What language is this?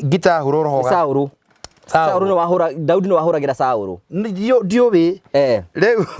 Kikuyu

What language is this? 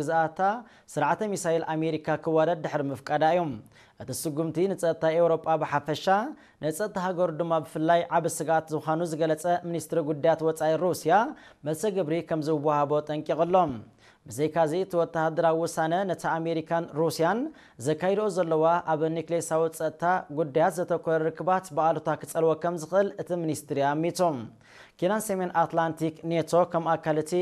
Tigrinya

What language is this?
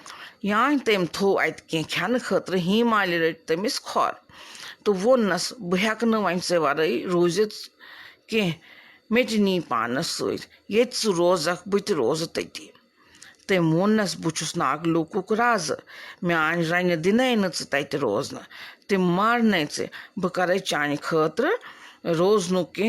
Kashmiri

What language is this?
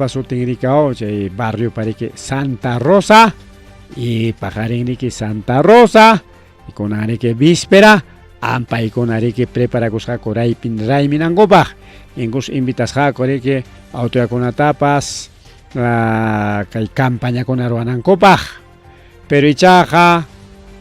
Ayacucho Quechua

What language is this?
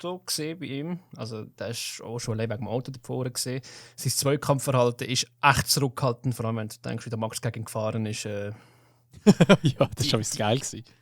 Swiss German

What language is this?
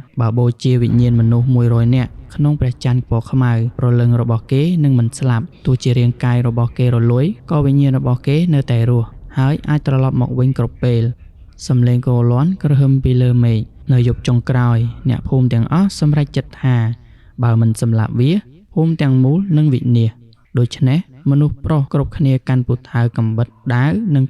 Khmer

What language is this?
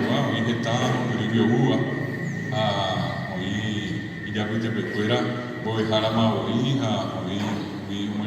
Guarani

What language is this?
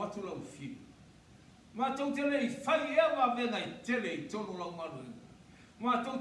Samoan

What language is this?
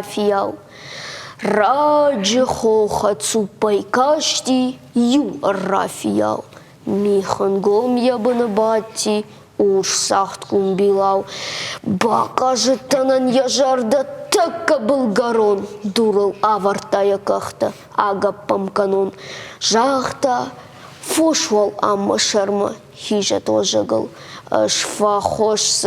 Ossetic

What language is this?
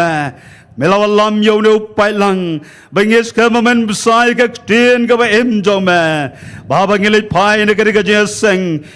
Khasi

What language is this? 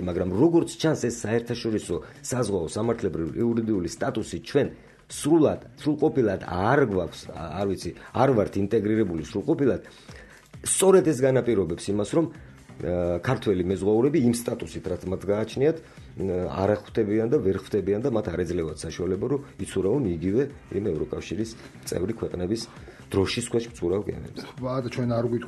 Georgian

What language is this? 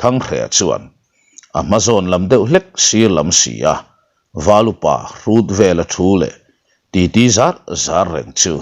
Mizo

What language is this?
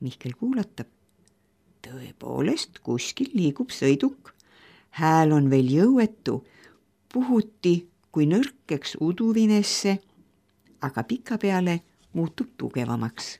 Estonian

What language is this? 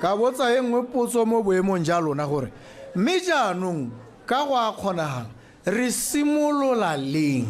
Tswana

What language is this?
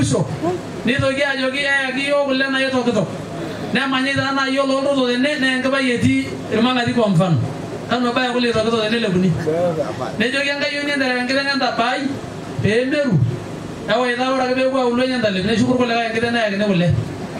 Masai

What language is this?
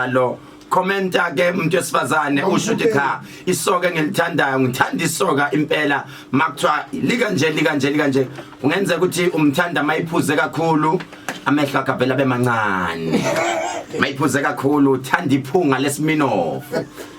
Zulu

